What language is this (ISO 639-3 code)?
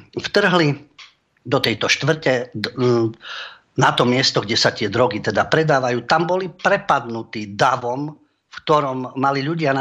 slk